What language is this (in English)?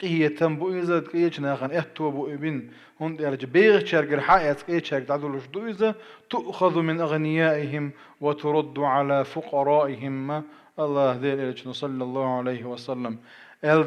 Chechen